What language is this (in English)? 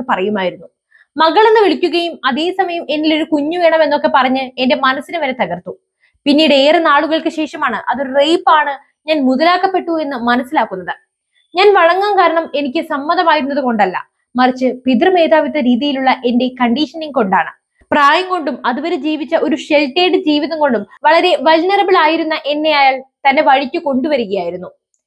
Malayalam